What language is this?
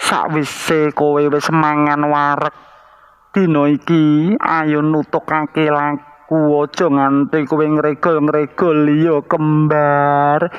Javanese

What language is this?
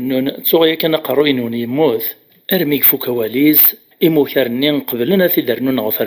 Kabyle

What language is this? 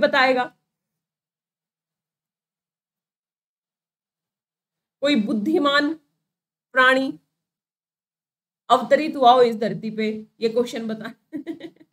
Hindi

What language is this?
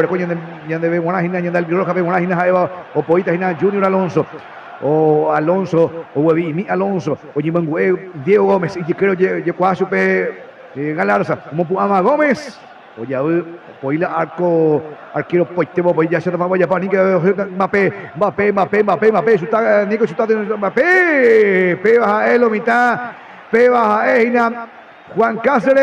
Guarani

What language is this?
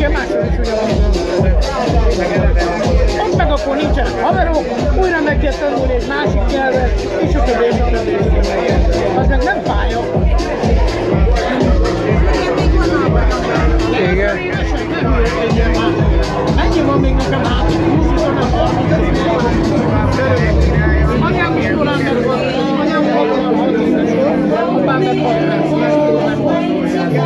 Hungarian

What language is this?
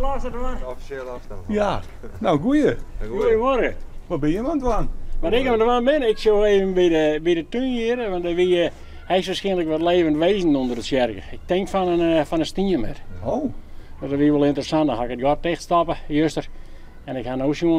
Western Frisian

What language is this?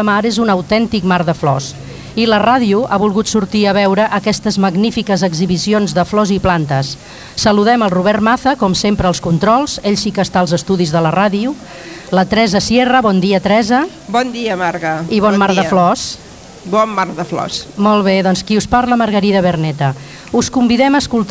Catalan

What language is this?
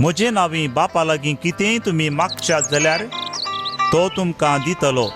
Konkani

